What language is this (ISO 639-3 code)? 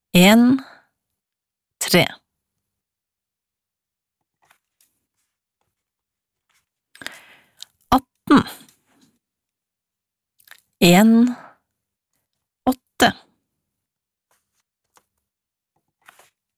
nor